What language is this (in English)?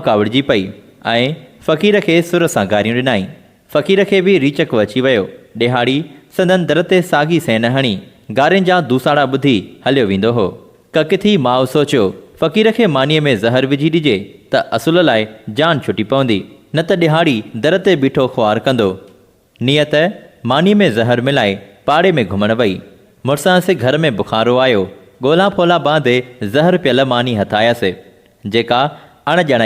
Sindhi